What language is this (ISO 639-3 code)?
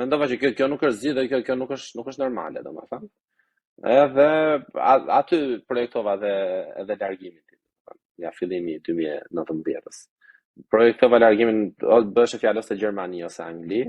sqi